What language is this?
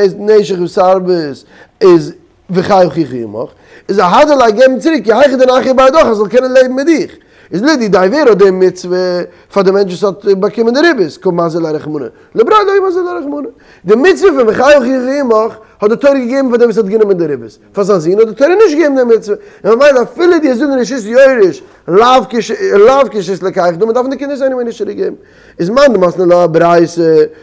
Yiddish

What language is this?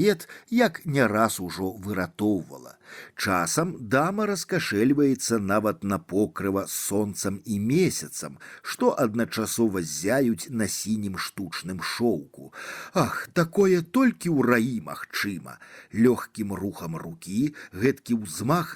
Belarusian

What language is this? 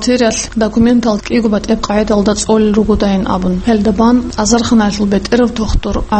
Avaric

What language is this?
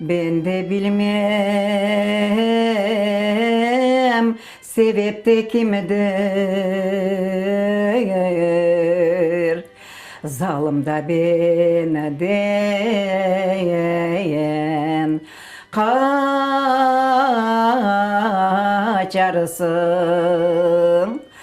Crimean Tatar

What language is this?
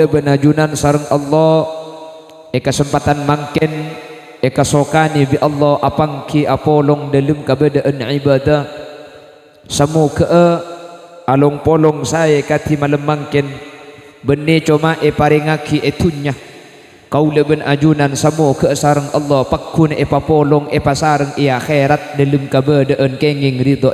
Madurese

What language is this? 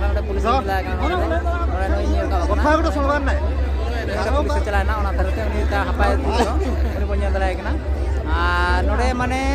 Santali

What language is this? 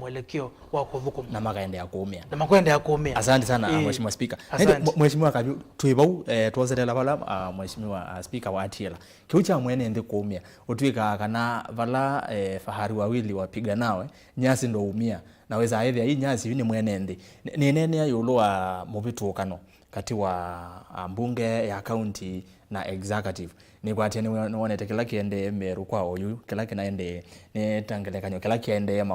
Kamba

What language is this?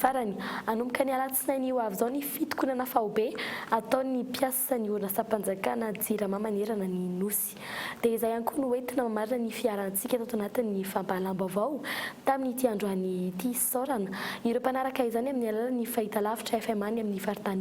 Malagasy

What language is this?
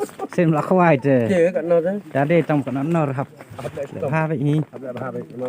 Khasi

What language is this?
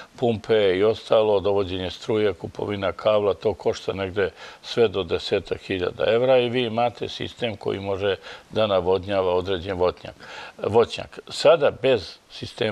Serbian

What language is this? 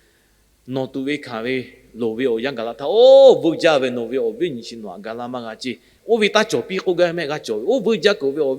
Lahu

